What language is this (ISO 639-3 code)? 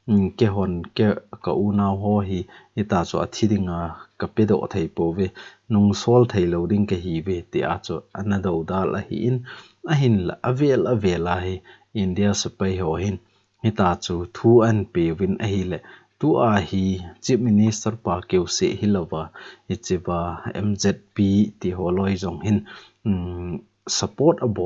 tcz